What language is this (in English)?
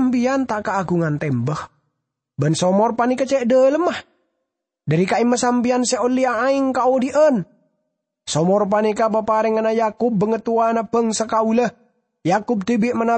Madurese